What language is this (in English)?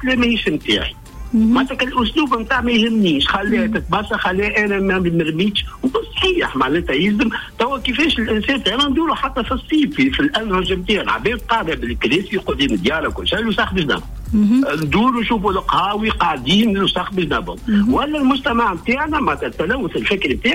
Tunisian Arabic